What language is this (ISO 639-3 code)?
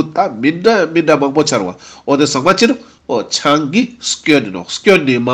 lbj